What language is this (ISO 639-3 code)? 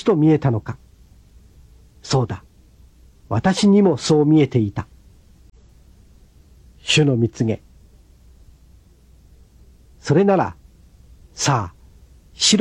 jpn